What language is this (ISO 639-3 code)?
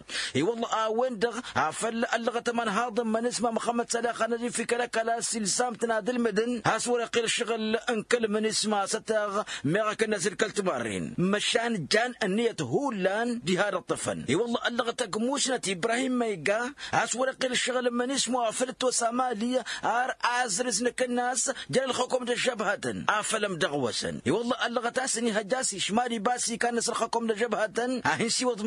taq